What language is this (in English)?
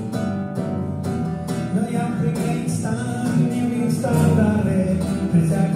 Catalan